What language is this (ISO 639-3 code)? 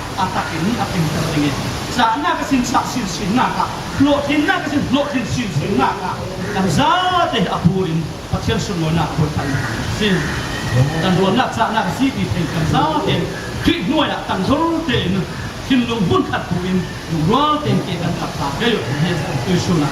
cfm